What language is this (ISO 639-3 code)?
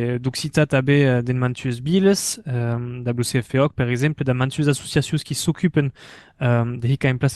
oci